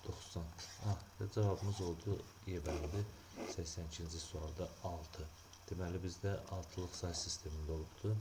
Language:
Azerbaijani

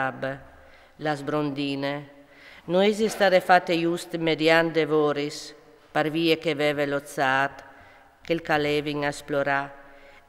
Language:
Friulian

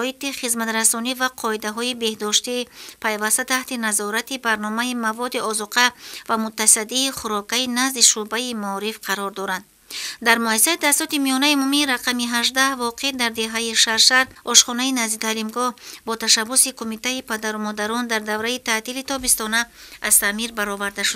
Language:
Tajik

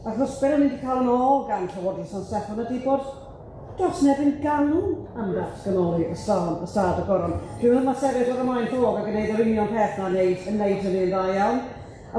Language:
Welsh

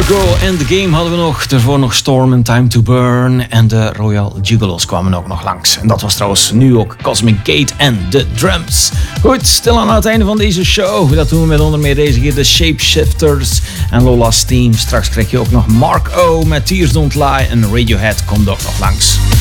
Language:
Dutch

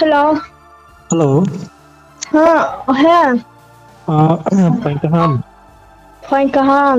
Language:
Riang (India)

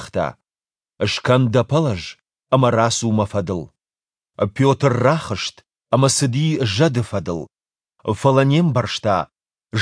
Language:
Ossetic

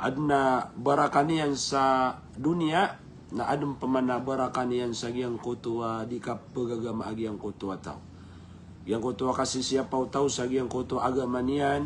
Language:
Maranao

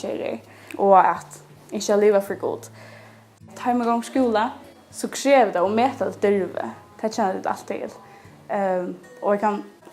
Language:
Faroese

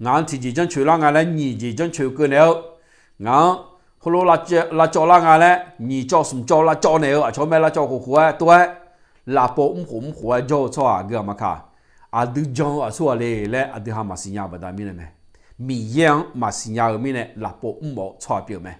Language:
Akha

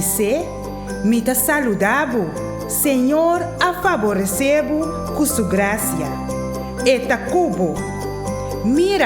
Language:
Papiamento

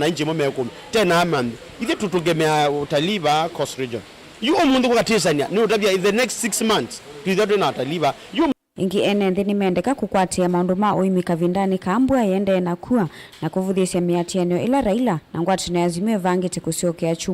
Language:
Kamba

